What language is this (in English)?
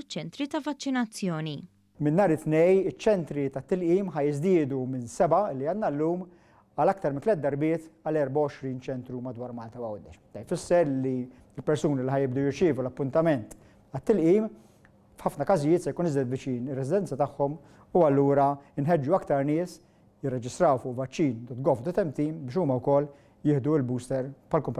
Maltese